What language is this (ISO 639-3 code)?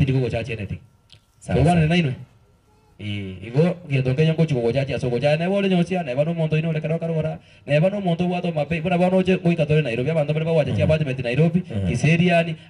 guz